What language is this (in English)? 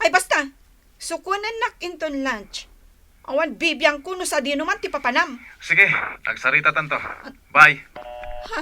Iloko